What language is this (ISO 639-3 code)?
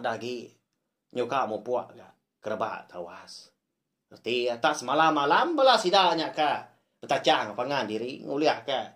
iba